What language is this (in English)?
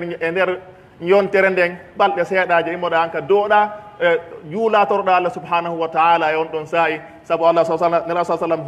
Pular